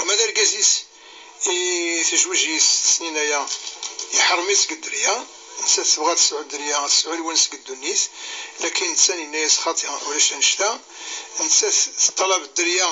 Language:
Kabyle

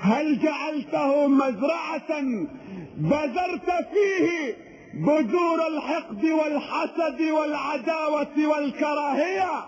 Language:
Kurdish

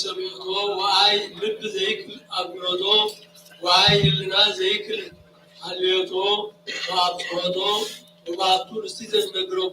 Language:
Geez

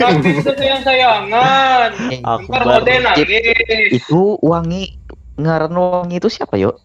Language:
Banjar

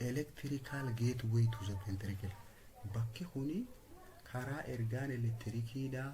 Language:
Oromo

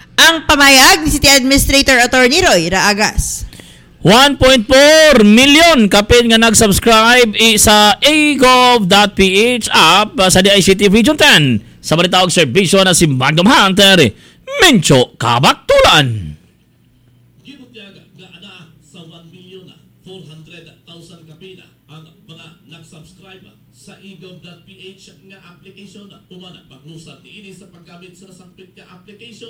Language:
Cebuano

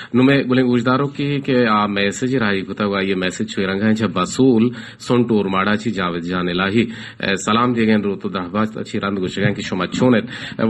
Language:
Baluchi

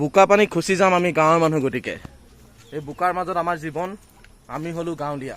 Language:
Assamese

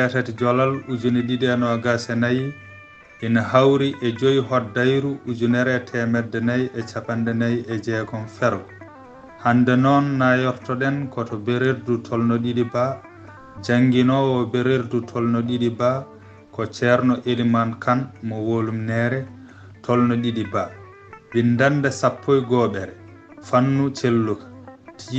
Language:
Fula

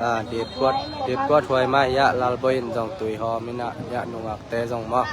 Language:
Tedim Chin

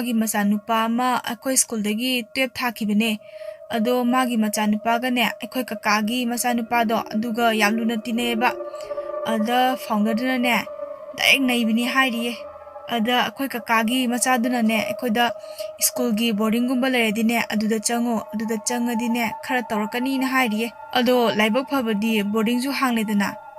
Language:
Manipuri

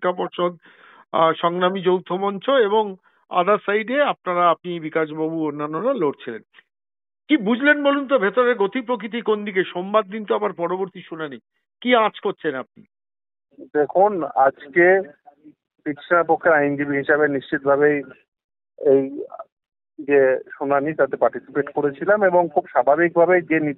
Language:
Bangla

